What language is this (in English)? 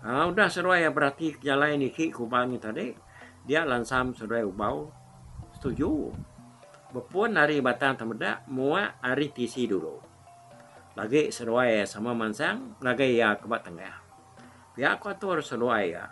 Iban